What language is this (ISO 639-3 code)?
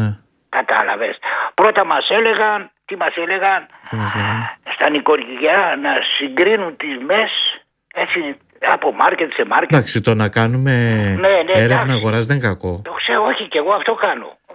ell